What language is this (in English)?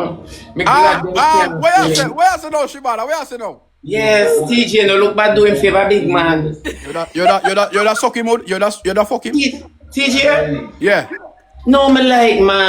Jamaican Creole English